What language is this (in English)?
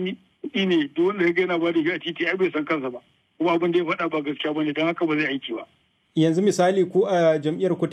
Hausa